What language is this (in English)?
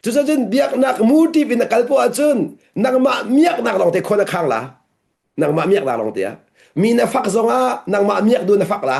Hakha Chin